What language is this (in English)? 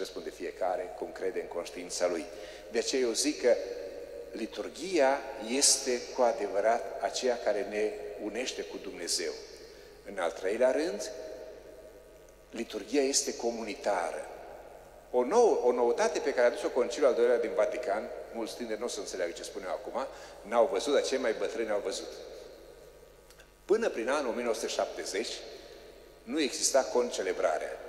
Romanian